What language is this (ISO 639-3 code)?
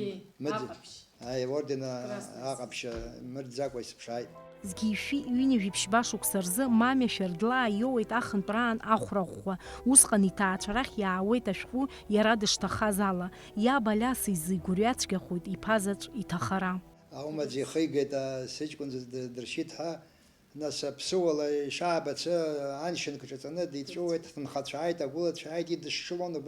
abk